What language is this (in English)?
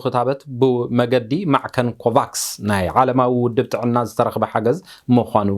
Tigrinya